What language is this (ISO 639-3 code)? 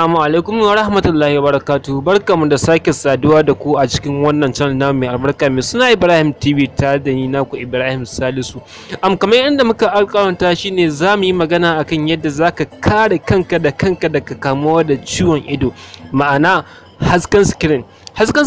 hau